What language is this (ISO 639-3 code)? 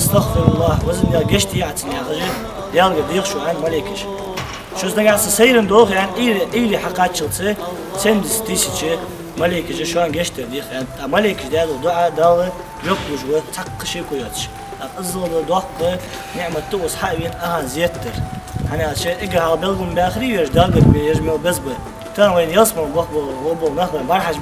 inh